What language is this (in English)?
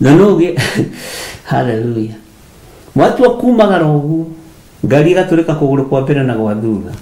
Kikuyu